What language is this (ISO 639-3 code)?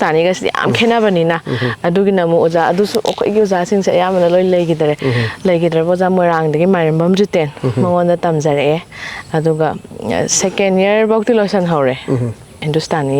mni